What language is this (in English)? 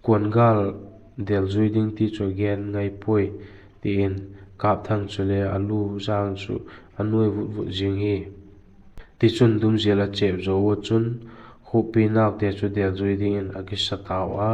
Vaiphei